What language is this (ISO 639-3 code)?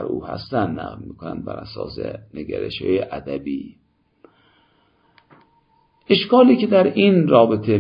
fas